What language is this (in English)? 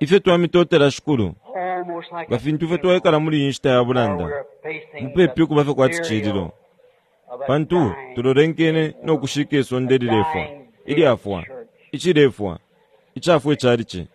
Bemba